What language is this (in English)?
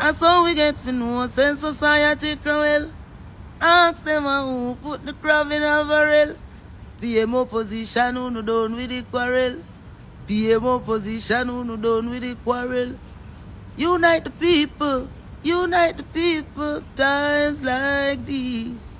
Jamaican Creole English